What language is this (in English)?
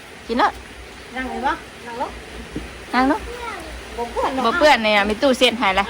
Northeastern Thai